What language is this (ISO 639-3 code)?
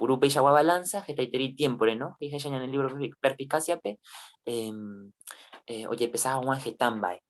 grn